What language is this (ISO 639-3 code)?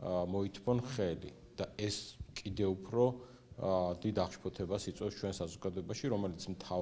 kat